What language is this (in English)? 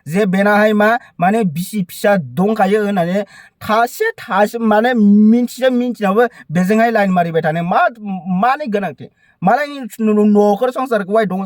Bodo